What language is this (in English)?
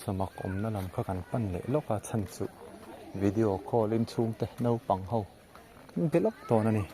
Mizo